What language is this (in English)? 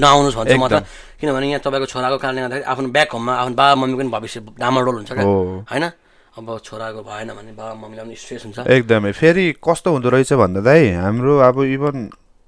Nepali